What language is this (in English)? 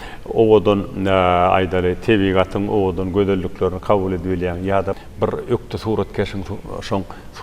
Turkmen